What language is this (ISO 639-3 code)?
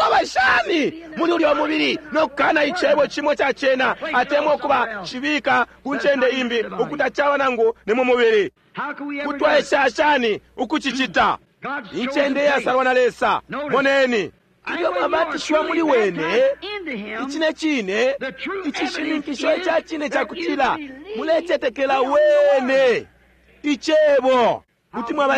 bem